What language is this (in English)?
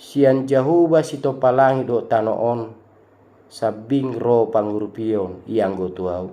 Batak Toba